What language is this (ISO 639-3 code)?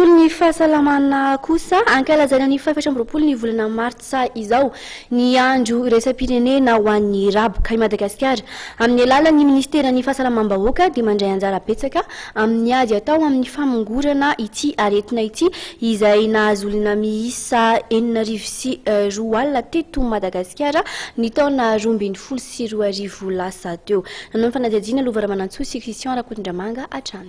mlg